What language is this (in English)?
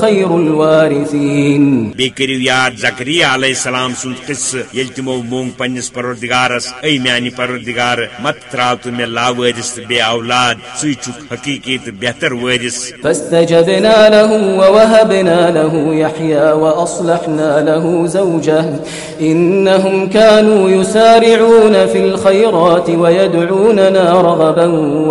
Kashmiri